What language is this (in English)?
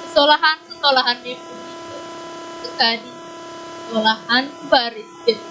Balinese